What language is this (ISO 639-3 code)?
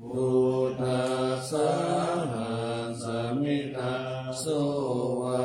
pli